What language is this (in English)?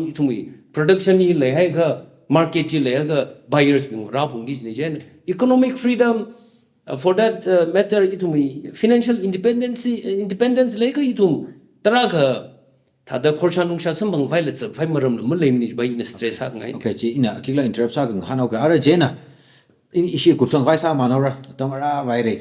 Tangkhul Naga (India)